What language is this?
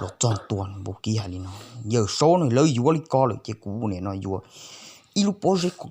Hmong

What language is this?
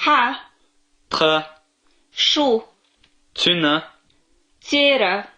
Chechen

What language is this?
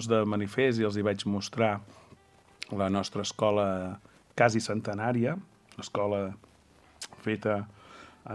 Catalan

